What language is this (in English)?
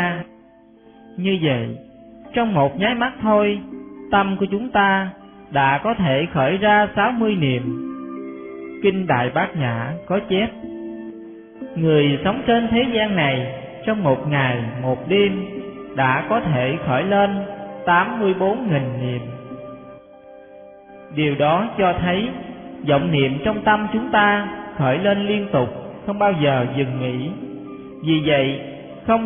Vietnamese